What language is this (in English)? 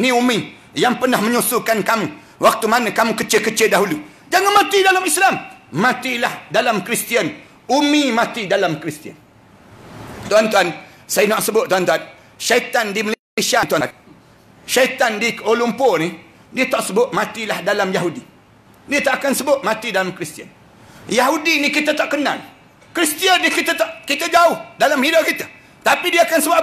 Malay